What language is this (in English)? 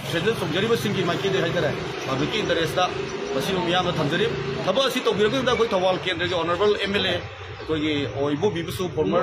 Manipuri